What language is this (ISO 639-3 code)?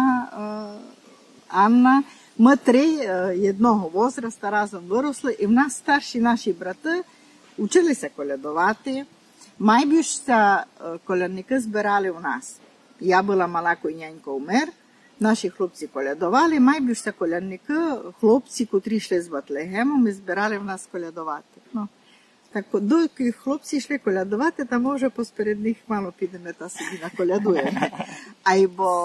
rue